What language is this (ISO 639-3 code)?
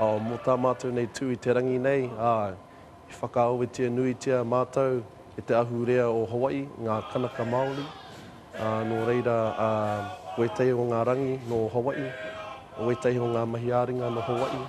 mri